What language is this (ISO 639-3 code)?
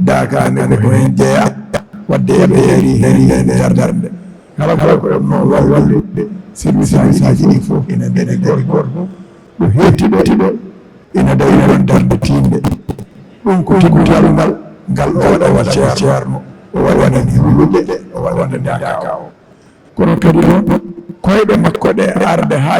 ful